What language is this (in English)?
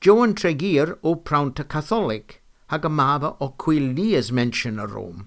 Cornish